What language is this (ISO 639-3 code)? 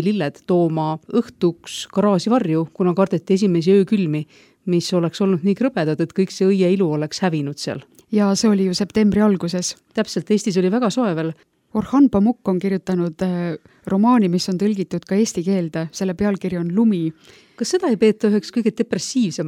est